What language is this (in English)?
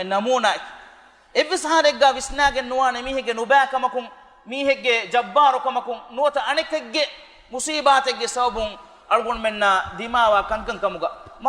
Divehi